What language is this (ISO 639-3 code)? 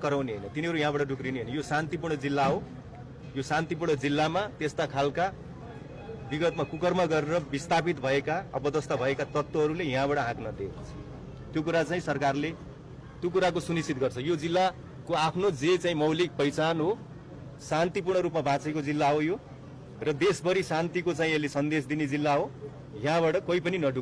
nep